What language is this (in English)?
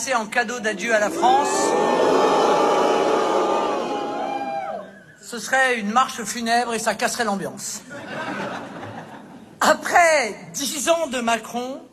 French